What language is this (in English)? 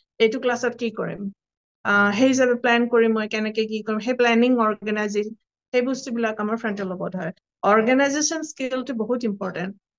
Assamese